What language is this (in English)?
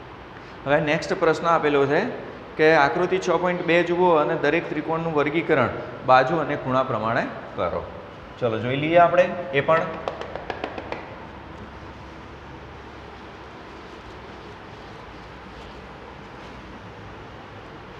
Gujarati